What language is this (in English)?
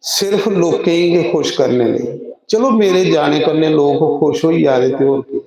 Dogri